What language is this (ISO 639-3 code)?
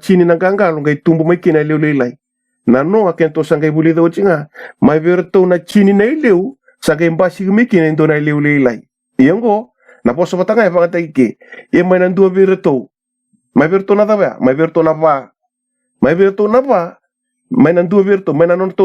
fij